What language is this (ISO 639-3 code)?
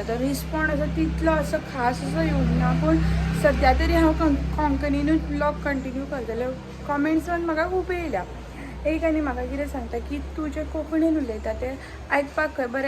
kok